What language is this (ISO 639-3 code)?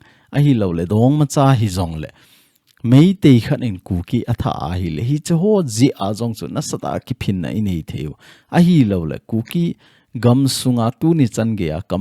tcz